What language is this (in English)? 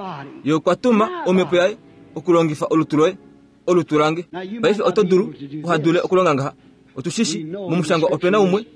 Kuanyama